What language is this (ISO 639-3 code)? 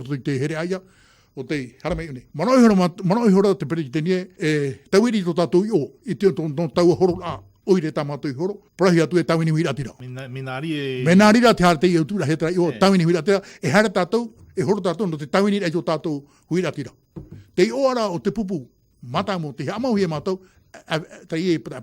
tah